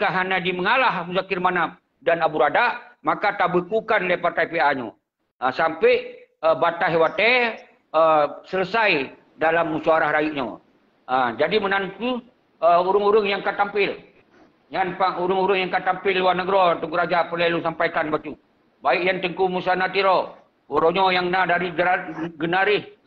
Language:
Achinese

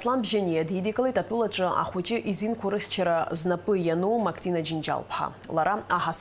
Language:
Abkhazian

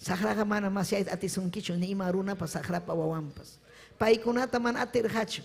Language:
Ayacucho Quechua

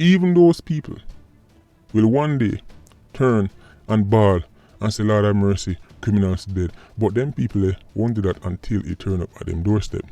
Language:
Jamaican Creole English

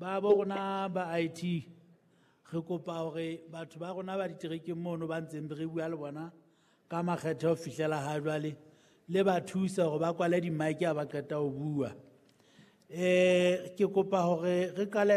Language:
Southern Sotho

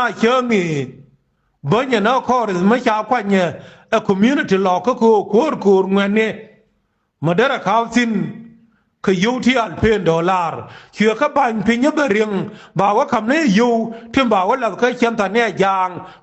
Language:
Nuer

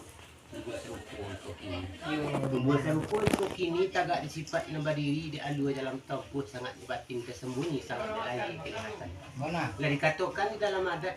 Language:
Minangkabau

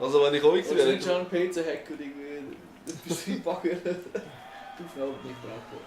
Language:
Swiss German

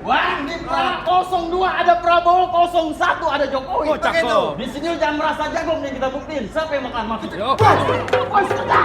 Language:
Betawi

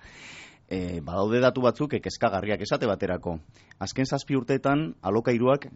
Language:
Basque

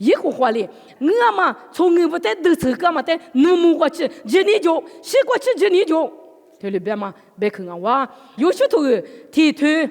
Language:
Lisu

